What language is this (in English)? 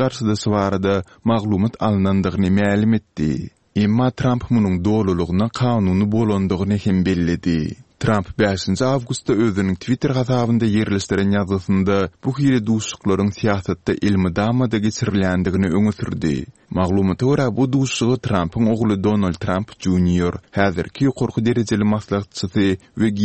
Turkmen